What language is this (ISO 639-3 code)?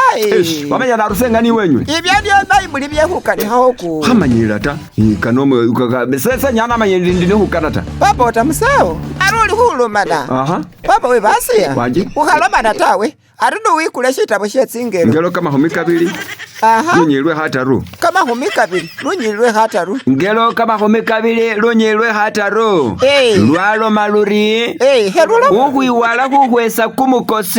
myx